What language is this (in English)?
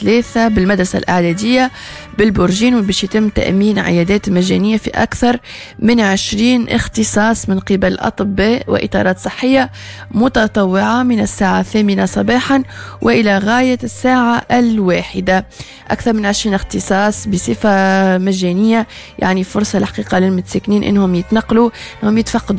Tunisian Arabic